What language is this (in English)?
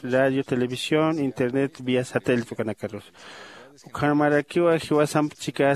Aymara